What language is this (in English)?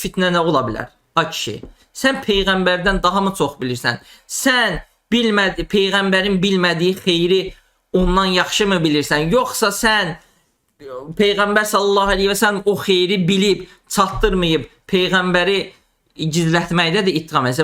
Azerbaijani